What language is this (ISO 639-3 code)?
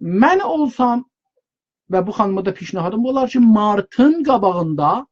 azb